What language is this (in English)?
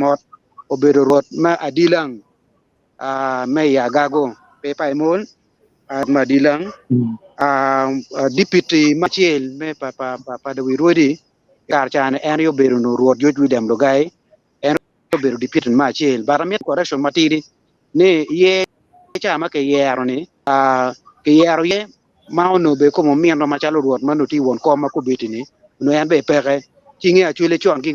Acoli